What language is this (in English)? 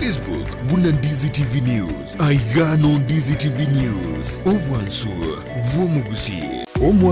Gusii